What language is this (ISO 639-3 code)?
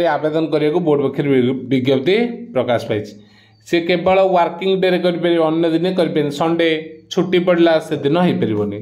ori